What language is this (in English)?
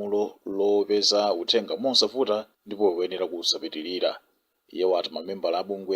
Nyanja